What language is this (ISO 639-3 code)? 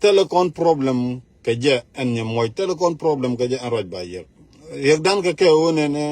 nus